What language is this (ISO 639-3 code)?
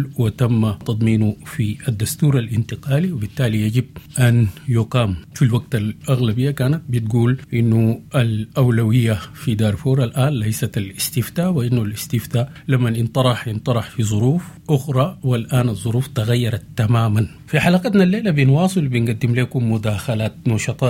apd